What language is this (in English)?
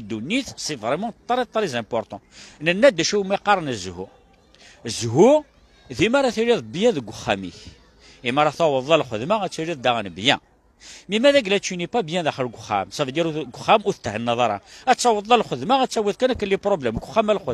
Kabyle